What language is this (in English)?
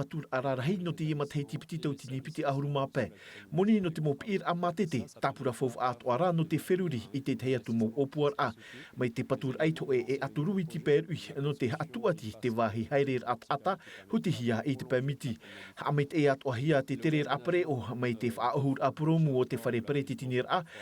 Tahitian